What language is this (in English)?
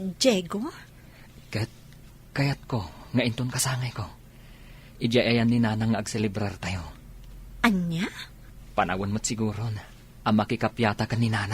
Iloko